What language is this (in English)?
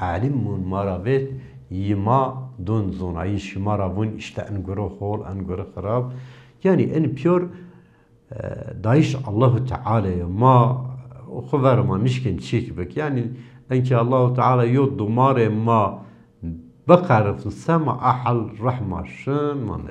Zaza